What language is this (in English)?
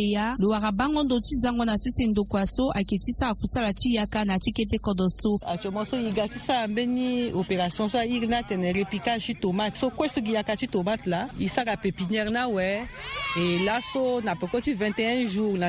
Sango